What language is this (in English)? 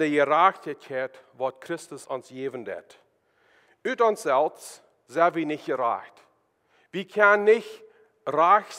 Plautdietsch